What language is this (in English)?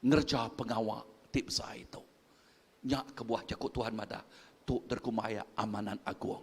Iban